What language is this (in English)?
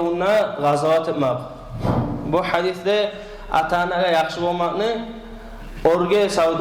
Kumyk